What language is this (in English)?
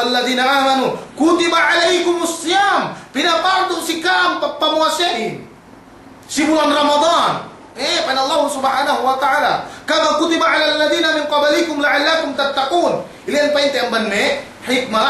Yakan